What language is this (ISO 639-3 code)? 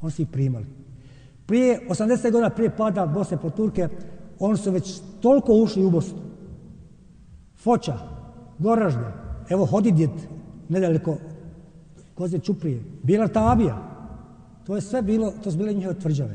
bos